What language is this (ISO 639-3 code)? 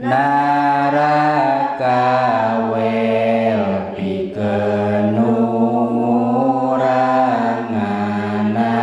sun